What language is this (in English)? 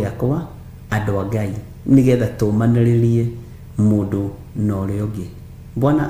Kikuyu